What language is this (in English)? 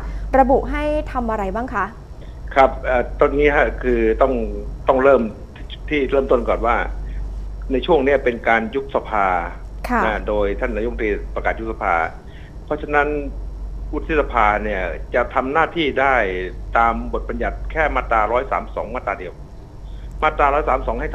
Thai